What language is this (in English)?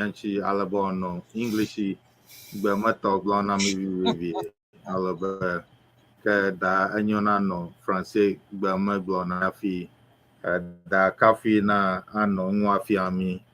Ewe